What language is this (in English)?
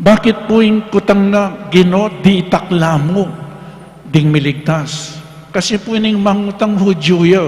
Pampanga